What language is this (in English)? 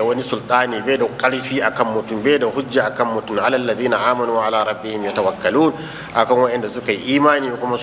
Hausa